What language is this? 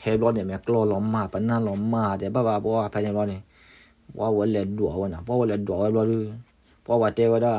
S'gaw Karen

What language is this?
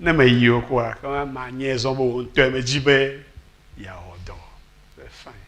Ewe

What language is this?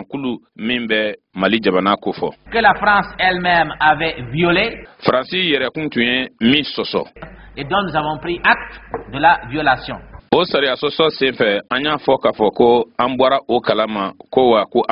Bambara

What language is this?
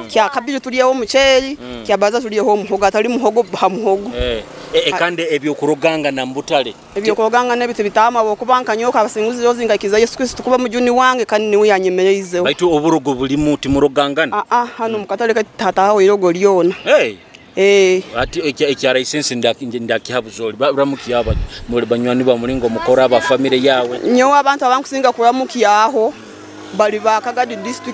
Nyoro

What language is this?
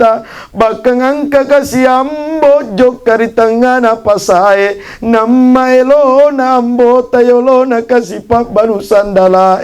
Buginese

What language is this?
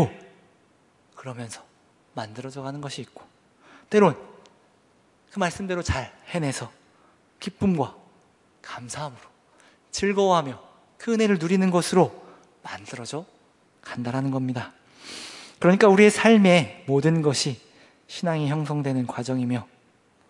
Korean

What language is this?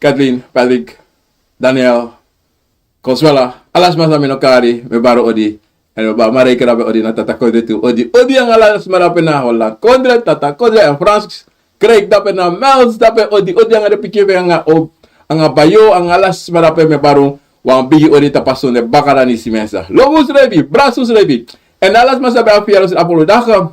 Sranan Tongo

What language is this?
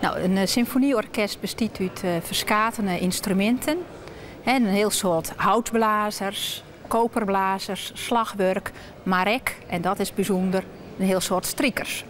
Western Frisian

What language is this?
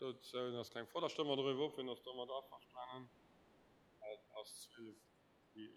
Luxembourgish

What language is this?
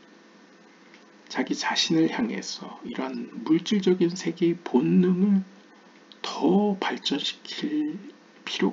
Korean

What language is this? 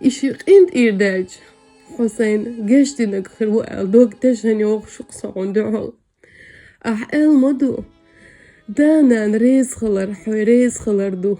Chechen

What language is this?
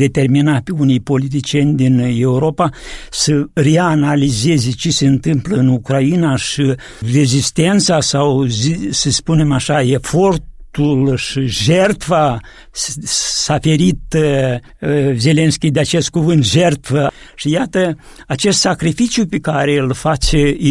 Romanian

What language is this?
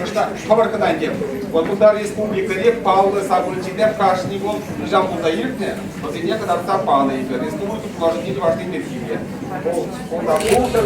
Chuvash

